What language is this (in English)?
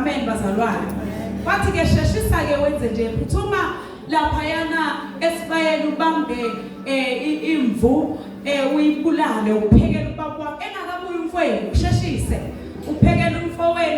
Zulu